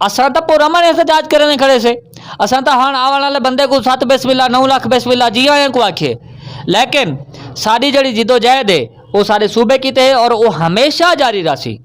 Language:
Saraiki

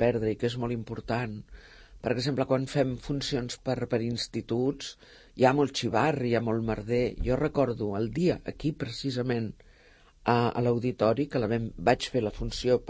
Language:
Catalan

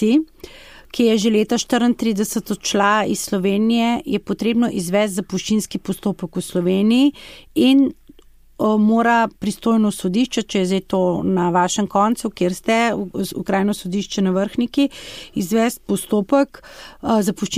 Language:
Slovenian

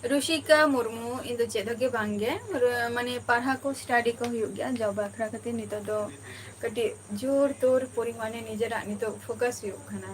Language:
Santali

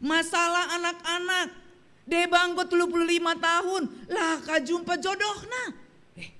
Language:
Batak Karo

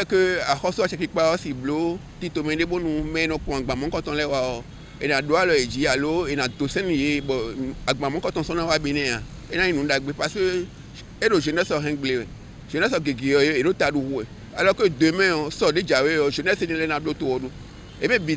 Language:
Fon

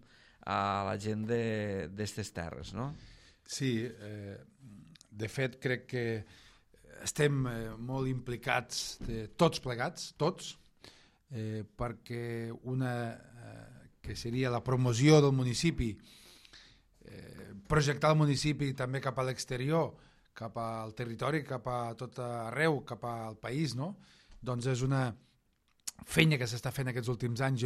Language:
Catalan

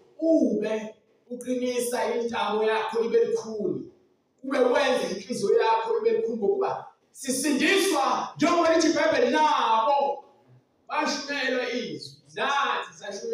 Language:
Zulu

